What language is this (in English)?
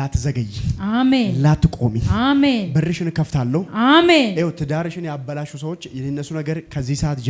Amharic